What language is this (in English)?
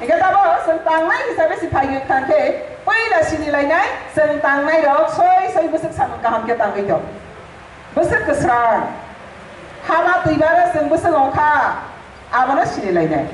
Kok Borok